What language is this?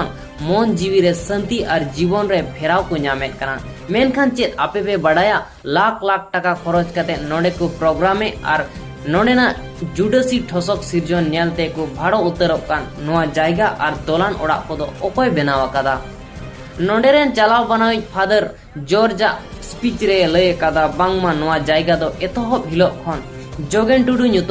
Santali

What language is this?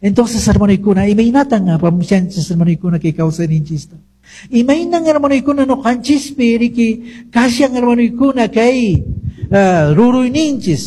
Quechua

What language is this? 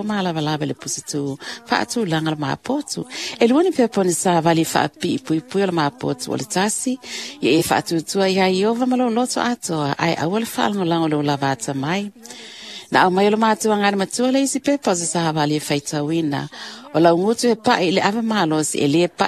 Samoan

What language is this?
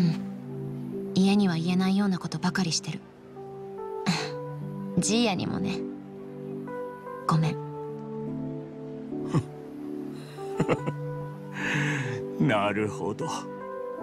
Japanese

